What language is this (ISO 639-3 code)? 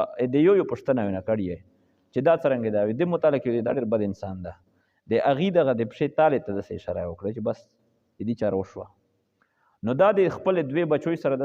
pus